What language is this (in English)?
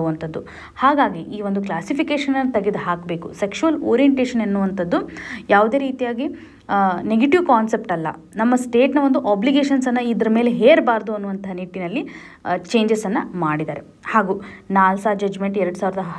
Kannada